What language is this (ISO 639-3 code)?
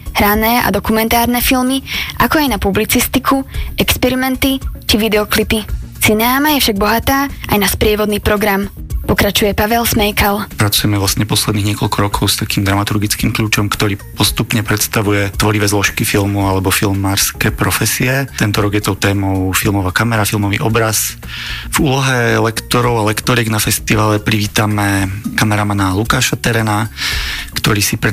slk